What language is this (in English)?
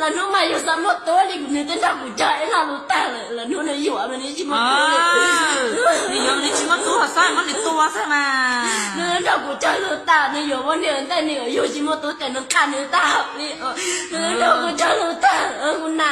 Hmong